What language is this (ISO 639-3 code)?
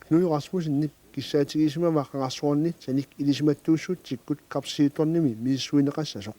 kal